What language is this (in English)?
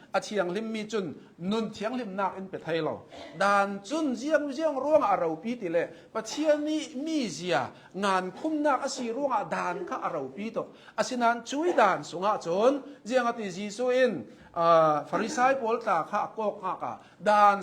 Hakha Chin